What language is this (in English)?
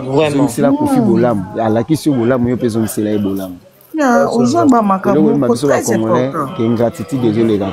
Lingala